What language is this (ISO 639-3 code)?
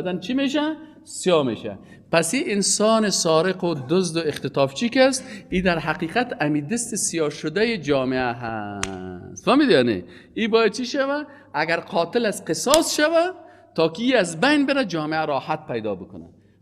fas